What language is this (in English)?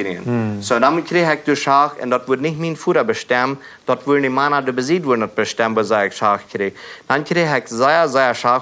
Plautdietsch